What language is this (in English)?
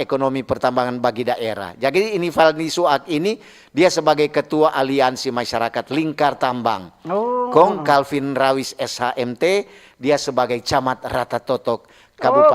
Manado Malay